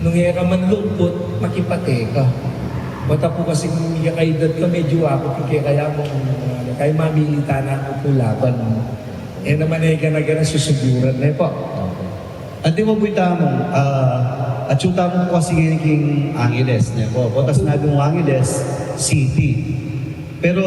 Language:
Pampanga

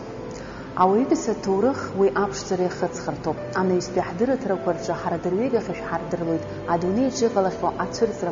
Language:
Abkhazian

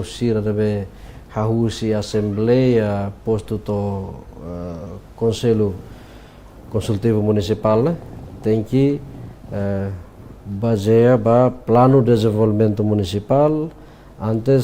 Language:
Tetum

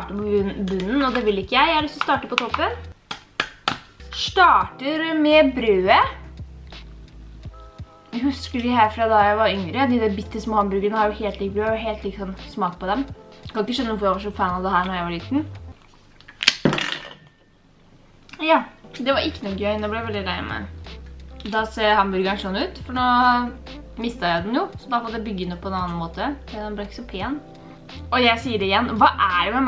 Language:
Norwegian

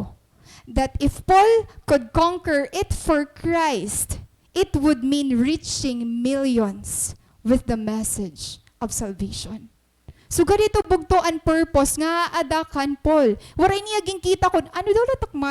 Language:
Waray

